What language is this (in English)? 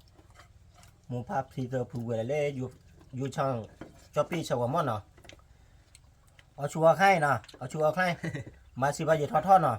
S'gaw Karen